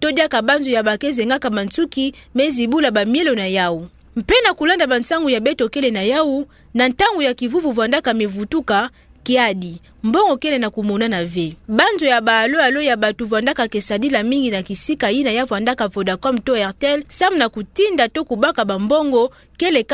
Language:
Kituba (Democratic Republic of Congo)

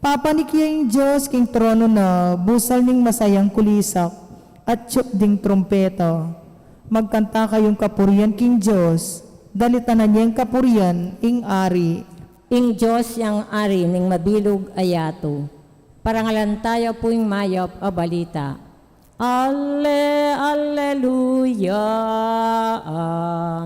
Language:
Pampanga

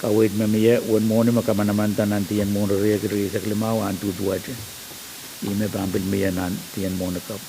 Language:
Pohnpeian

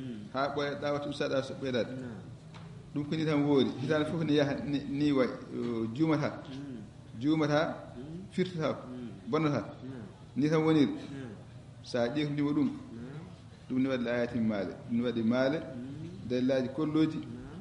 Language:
Fula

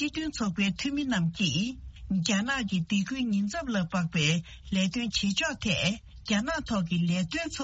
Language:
Tibetan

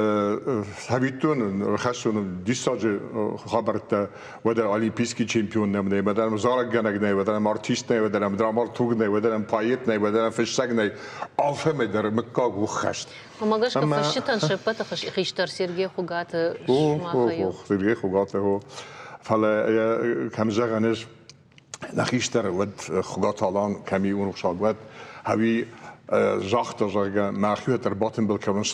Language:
Ossetic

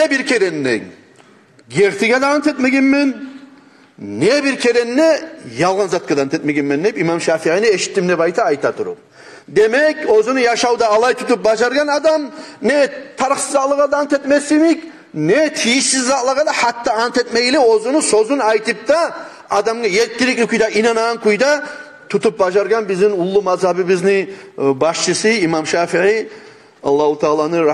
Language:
Kumyk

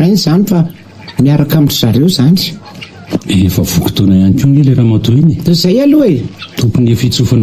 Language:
Malagasy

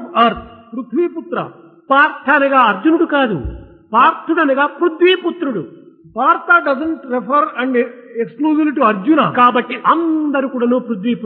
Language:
Telugu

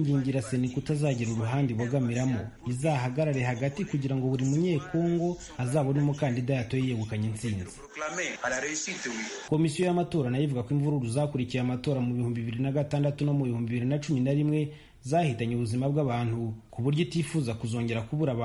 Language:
Kinyarwanda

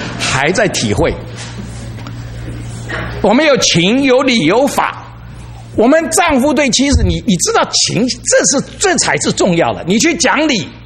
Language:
Chinese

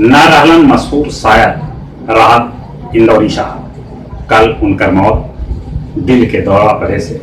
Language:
Magahi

